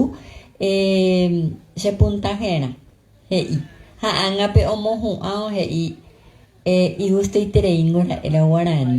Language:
Guarani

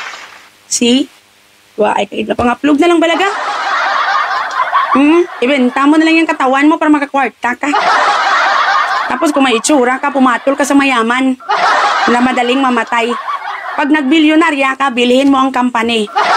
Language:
Filipino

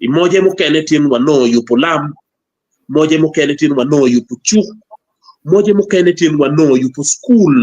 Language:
Acoli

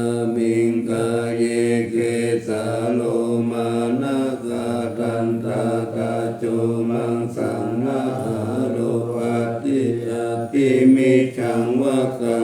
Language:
Pali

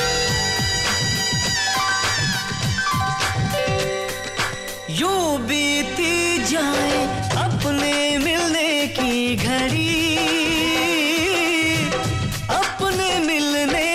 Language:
Hindi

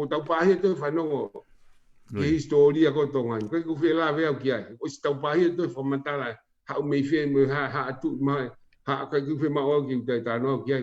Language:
Tongan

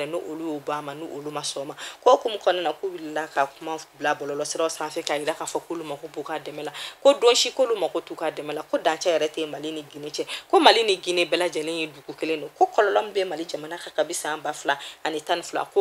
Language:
Bambara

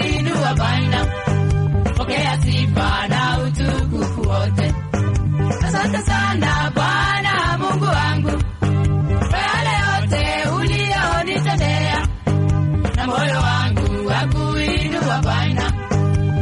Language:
Swahili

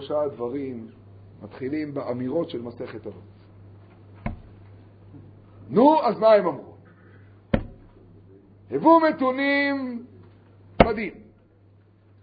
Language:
Hebrew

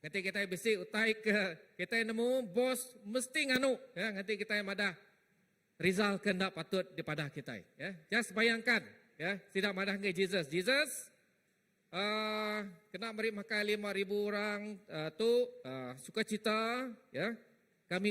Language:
Iban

